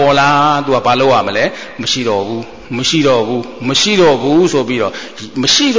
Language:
Burmese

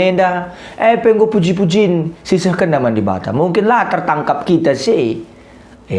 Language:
Batak Karo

